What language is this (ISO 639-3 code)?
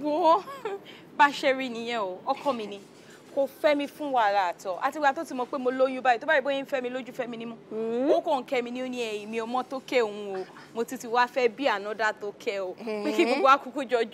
yor